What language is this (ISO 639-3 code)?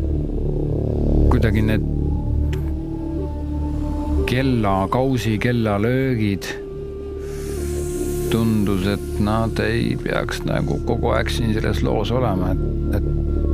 est